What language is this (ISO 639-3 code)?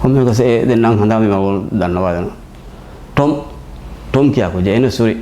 div